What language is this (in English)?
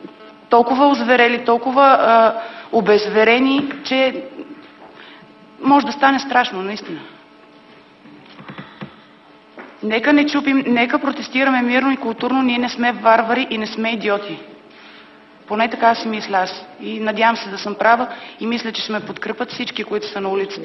Bulgarian